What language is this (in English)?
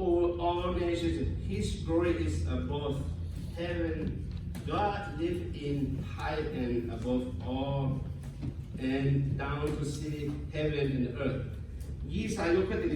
Lahu